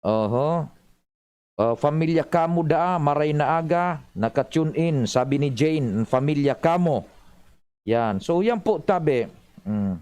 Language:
Bikol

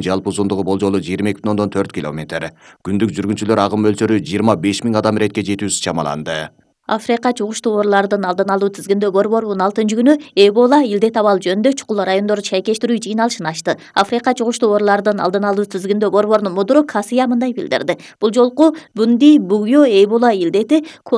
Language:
Kyrgyz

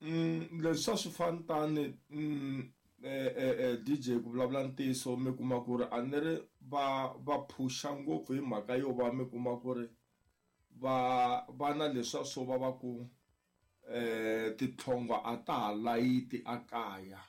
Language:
Tsonga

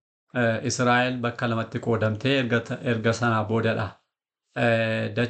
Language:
Oromo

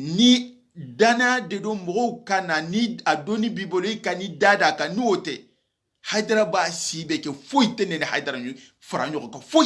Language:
Soninke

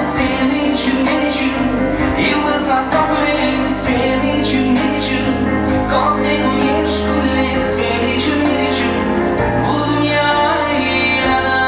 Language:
Crimean Tatar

